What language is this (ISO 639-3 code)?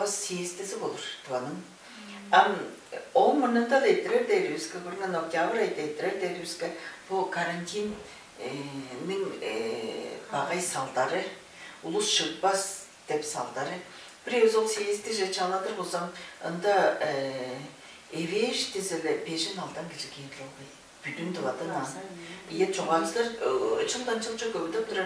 tyv